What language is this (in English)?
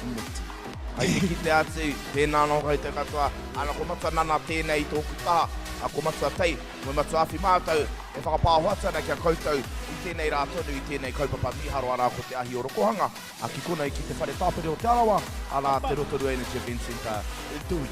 Māori